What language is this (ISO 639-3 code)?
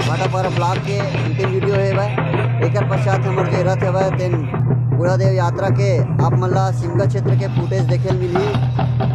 hne